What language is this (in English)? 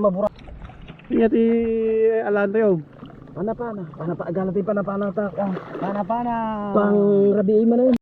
Iloko